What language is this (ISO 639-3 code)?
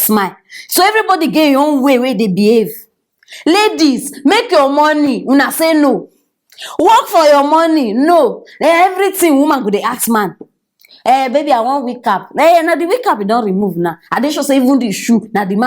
pcm